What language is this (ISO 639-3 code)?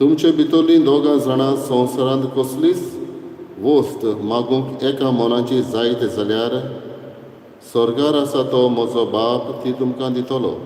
kok